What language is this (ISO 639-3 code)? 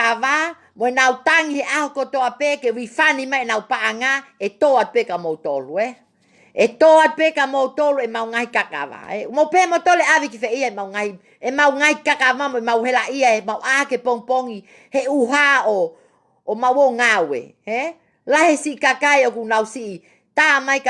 ton